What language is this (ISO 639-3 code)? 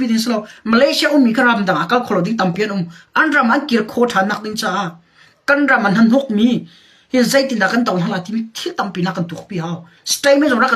cnh